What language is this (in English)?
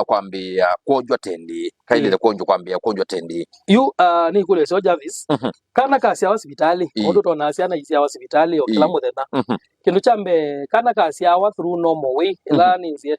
Kamba